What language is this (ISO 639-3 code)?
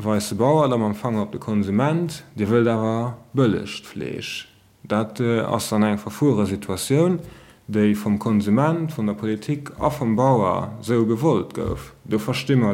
ltz